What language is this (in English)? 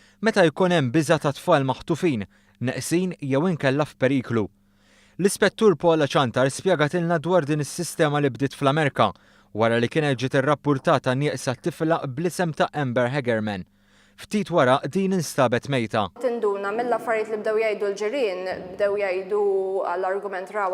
Maltese